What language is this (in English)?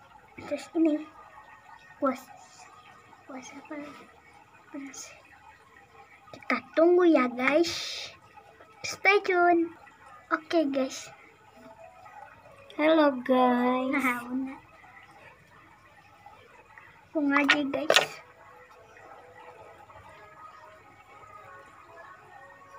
Indonesian